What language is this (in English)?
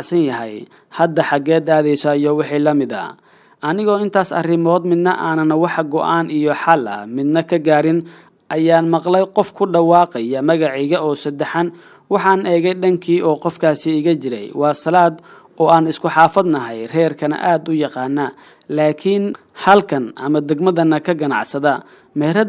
Somali